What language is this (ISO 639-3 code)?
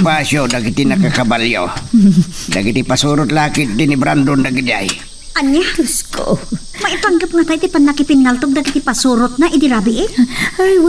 ilo